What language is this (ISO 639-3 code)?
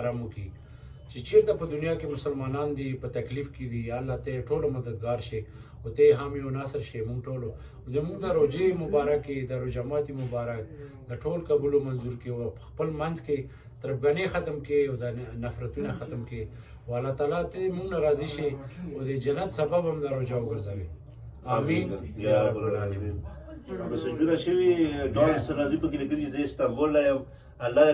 pus